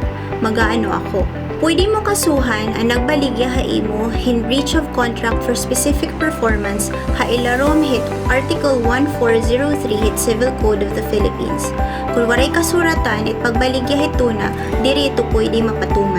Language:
Waray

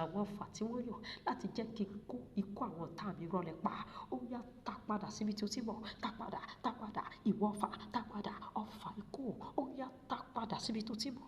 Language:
Yoruba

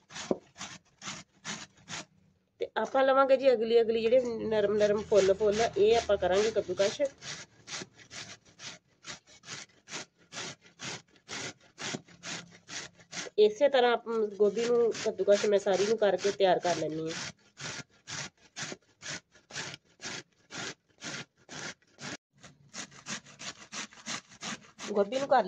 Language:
Punjabi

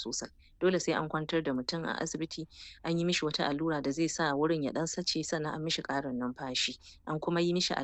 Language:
Hausa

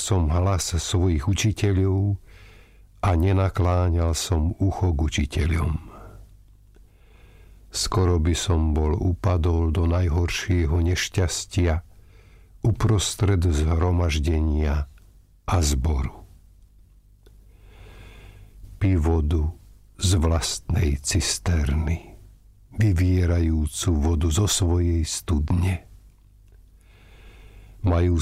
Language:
Slovak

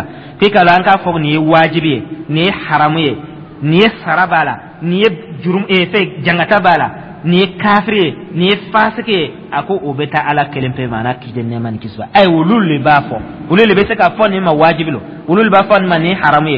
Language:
Dyula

